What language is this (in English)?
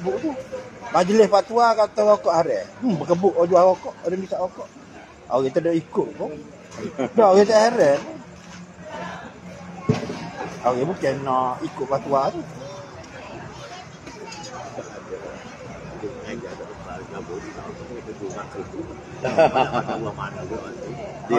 Malay